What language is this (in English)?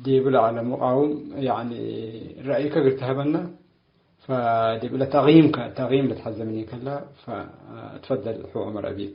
Tigre